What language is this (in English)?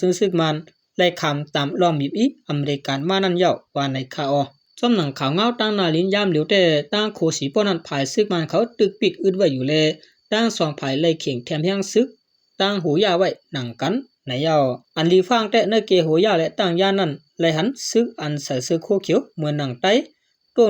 Shan